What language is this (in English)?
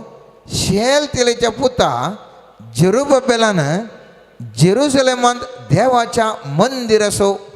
Konkani